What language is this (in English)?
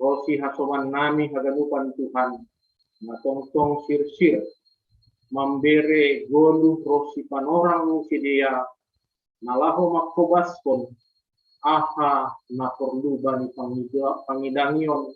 Batak Simalungun